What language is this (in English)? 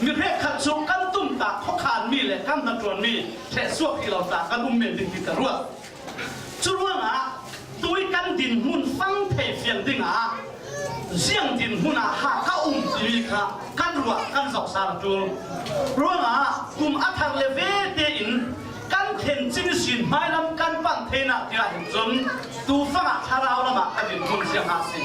Falam Chin